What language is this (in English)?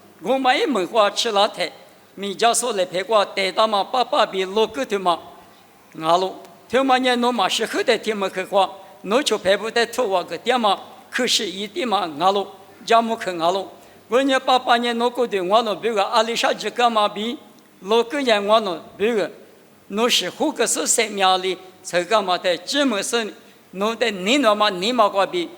Lisu